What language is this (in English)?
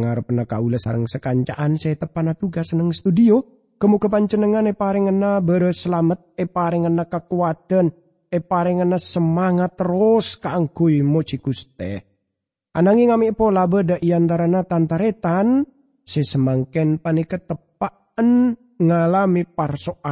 Madurese